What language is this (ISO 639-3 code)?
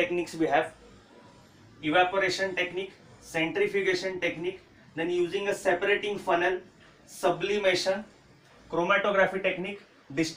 mar